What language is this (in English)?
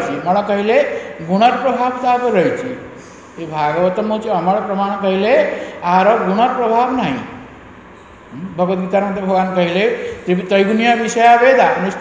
Odia